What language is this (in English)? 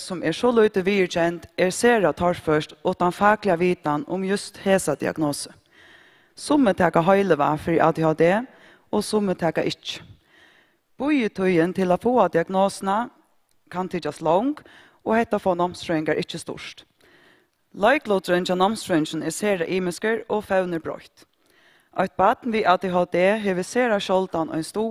Faroese